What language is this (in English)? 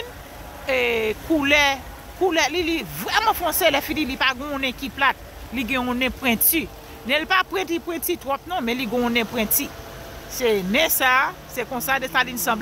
Haitian Creole